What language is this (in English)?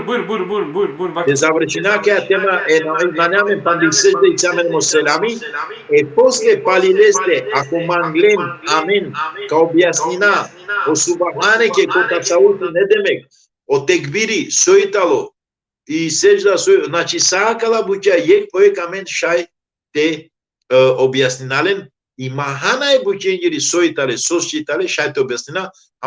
Balkan Romani